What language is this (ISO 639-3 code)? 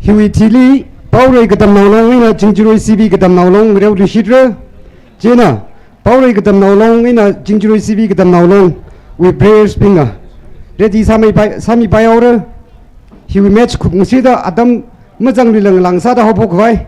nmf